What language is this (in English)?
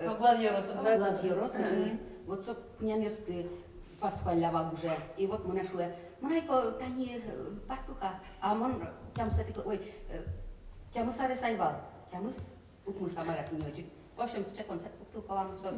Udmurt